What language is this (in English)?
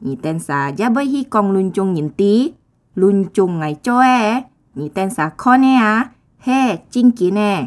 Hakka Chinese